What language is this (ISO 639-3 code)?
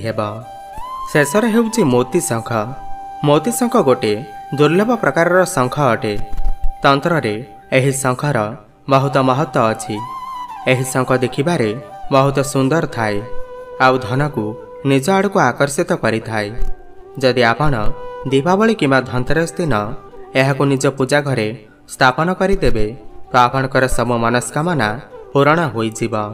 ori